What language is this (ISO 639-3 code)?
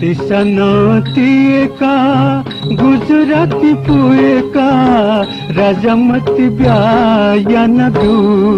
new